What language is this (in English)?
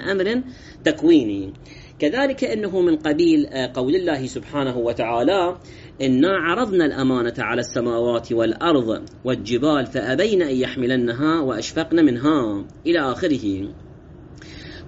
Arabic